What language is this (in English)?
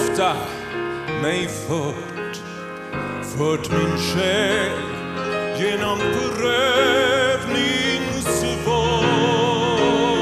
Swedish